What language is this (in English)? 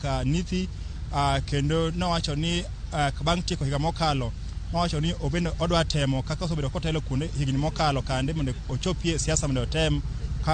Luo (Kenya and Tanzania)